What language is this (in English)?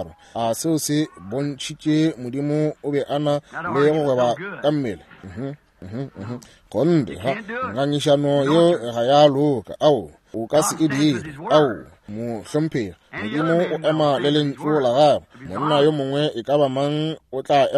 Northern Sotho